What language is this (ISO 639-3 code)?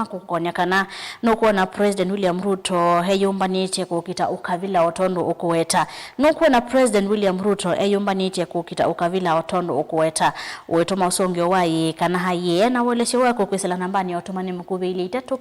kam